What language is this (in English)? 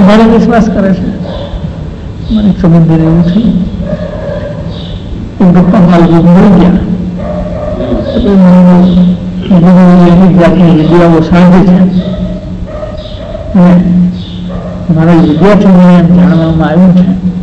Gujarati